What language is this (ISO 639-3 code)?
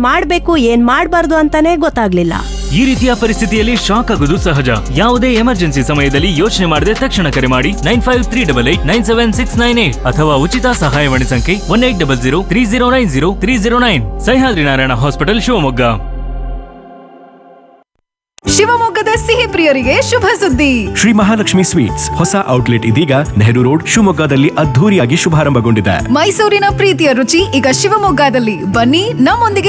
kan